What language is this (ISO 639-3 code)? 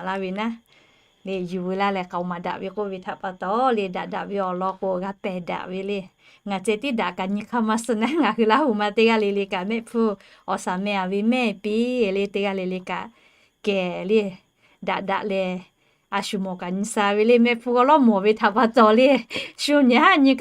lhu